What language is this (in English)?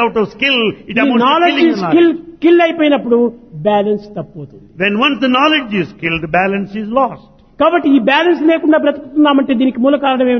Telugu